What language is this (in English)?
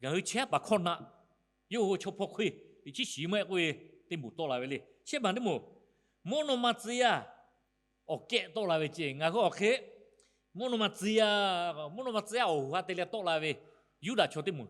Lahu